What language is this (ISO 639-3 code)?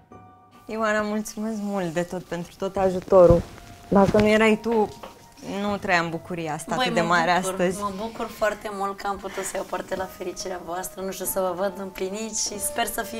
ron